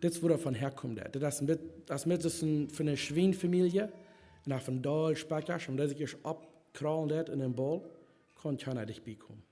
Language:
Plautdietsch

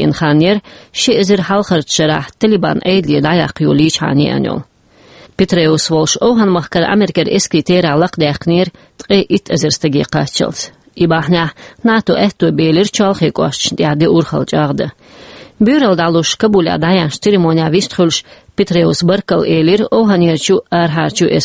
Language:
Chechen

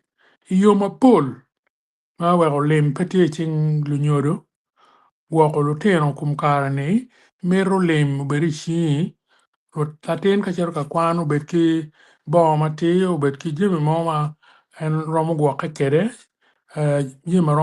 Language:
Acoli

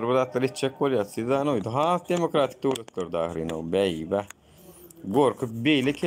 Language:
Turkmen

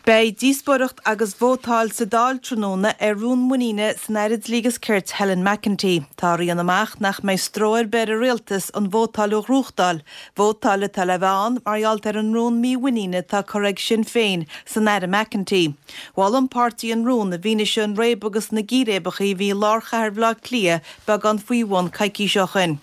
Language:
Irish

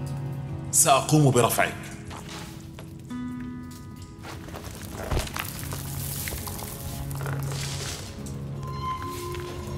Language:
Arabic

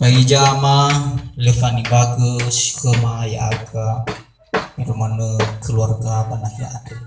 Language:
Nias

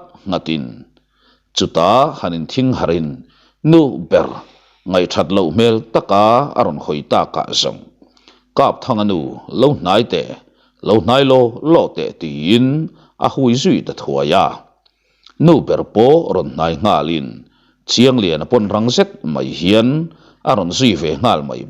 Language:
Mizo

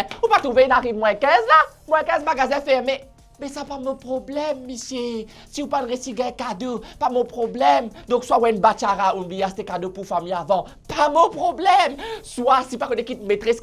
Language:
Morisyen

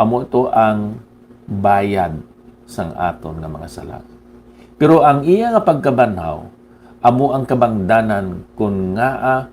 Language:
Hiligaynon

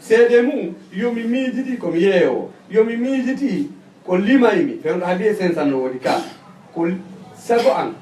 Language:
Fula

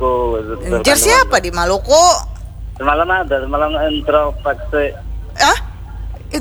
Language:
Banjar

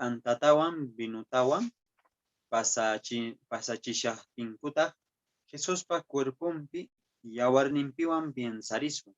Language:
Quechua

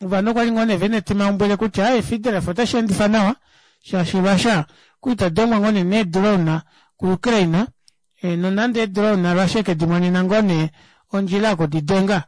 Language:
Kuanyama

